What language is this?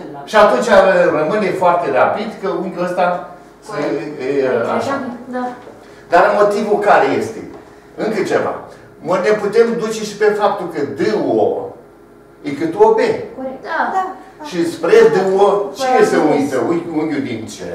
Romanian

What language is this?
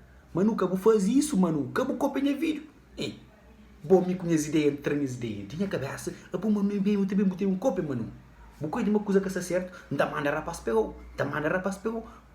Kabuverdianu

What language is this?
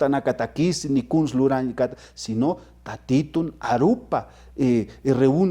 Aymara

